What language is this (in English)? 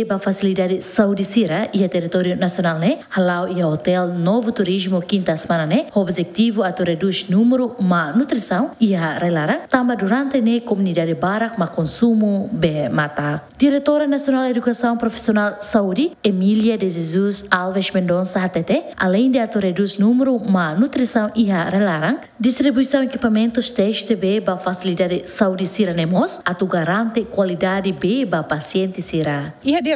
Tetum